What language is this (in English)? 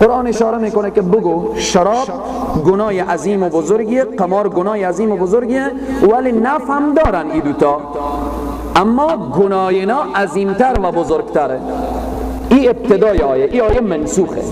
Persian